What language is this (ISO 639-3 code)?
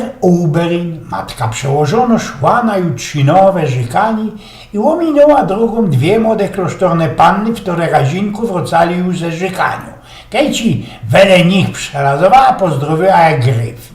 szl